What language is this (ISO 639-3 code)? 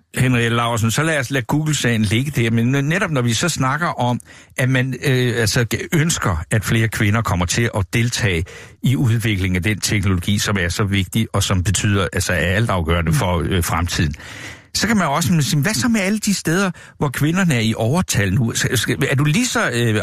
dan